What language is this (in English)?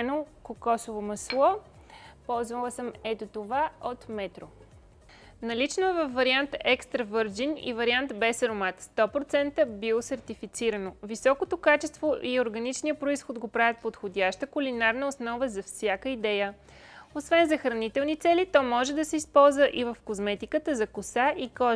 Bulgarian